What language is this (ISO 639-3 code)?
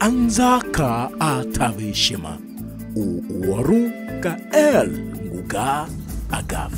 tiv